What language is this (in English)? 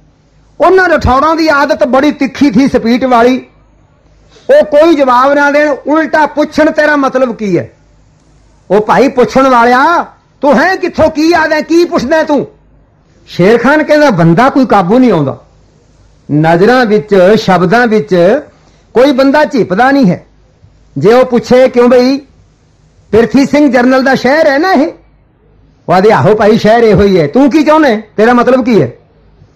Punjabi